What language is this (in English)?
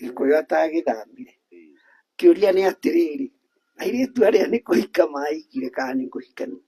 Kikuyu